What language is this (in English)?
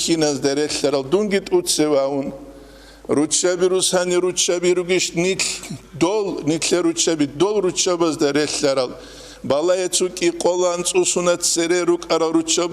Avaric